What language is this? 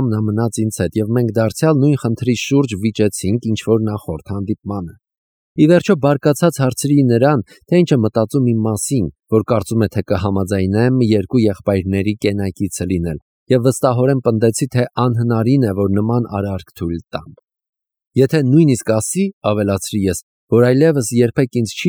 Armenian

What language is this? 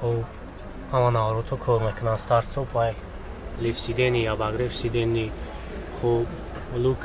Tajik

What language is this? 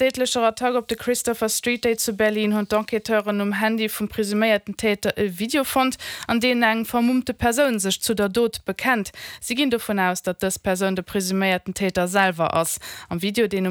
Luxembourgish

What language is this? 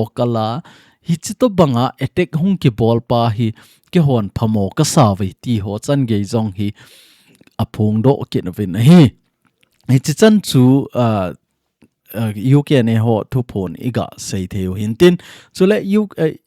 Thado Chin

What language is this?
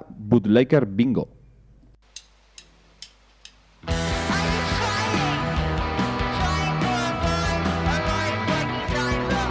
Basque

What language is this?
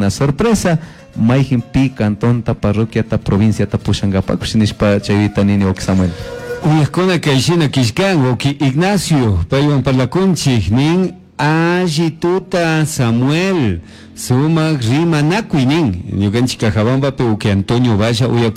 Chimborazo Highland Quichua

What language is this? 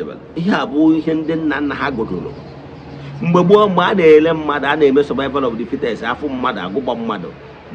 Igbo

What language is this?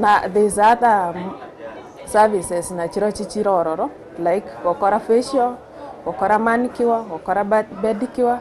Gusii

